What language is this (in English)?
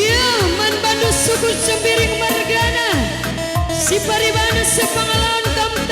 Batak Karo